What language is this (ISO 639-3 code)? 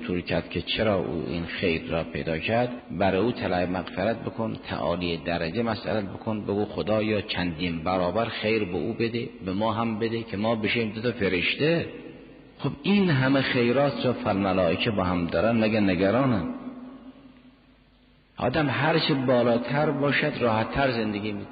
fas